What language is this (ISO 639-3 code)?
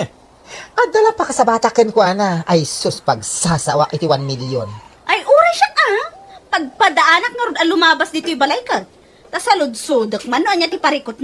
ilo